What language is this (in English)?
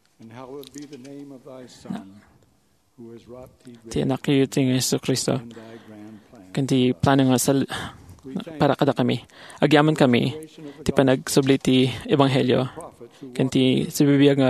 Iloko